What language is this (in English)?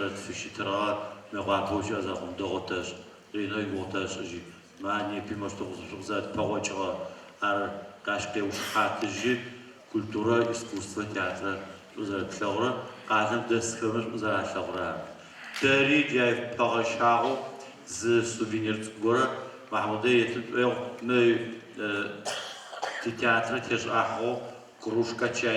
Adyghe